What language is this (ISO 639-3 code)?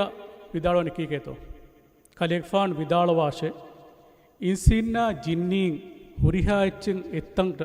div